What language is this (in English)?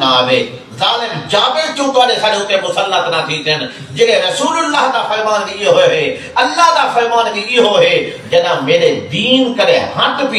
Saraiki